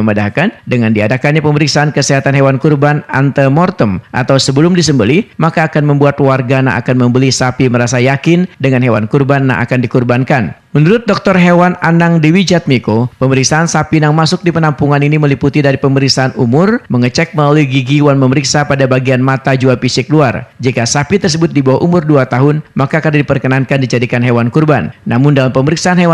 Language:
Banjar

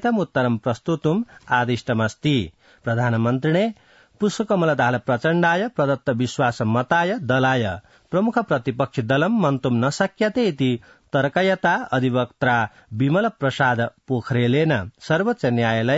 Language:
Sanskrit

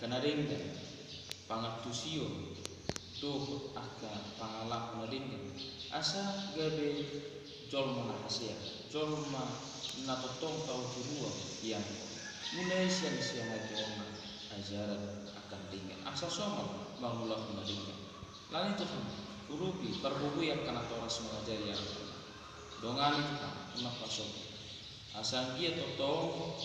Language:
Batak Toba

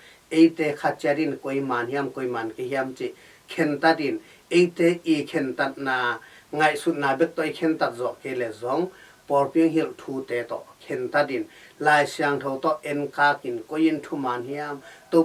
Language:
Tedim Chin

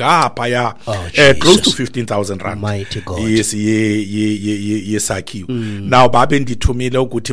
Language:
Xhosa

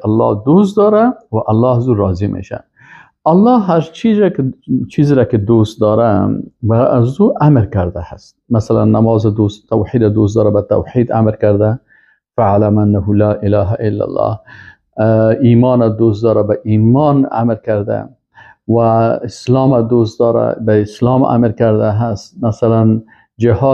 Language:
Persian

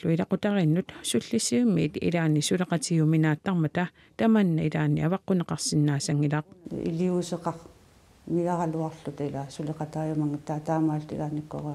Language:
Kalaallisut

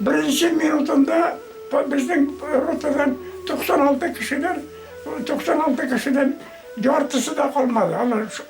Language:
Bashkir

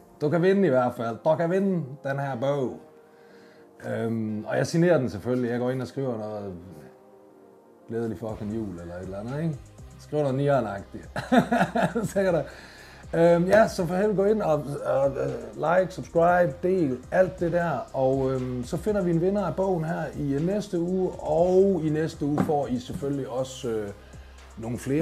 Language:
Danish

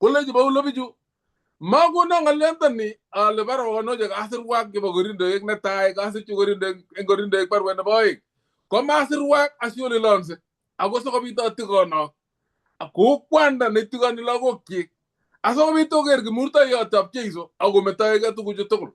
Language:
Kalenjin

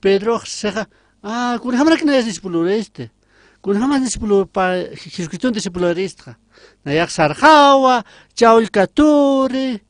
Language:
Aymara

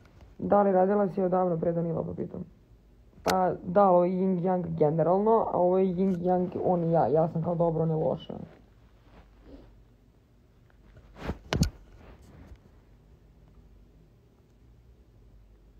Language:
Serbian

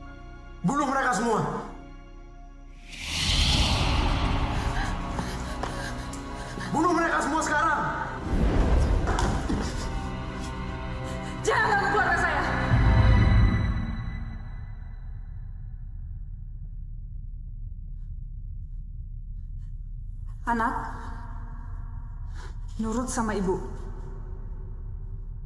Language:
Indonesian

